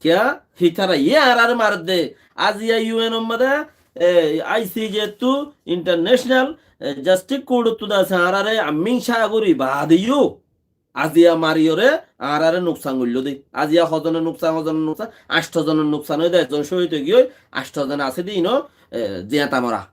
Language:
Rohingya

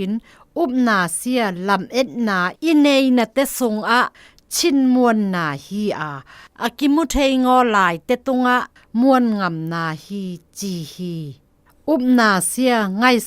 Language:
Zou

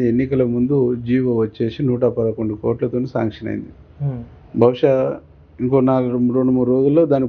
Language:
Telugu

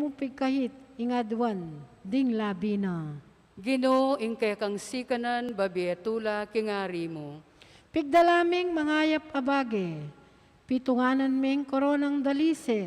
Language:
Pampanga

